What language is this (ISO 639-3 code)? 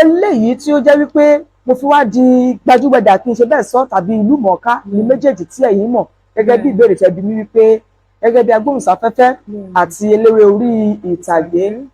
yor